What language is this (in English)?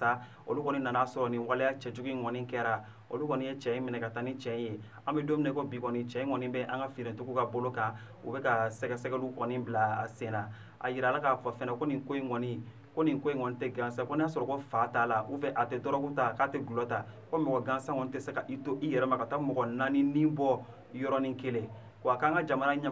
Bambara